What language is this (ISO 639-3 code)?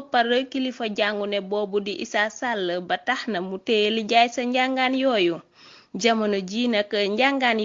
wol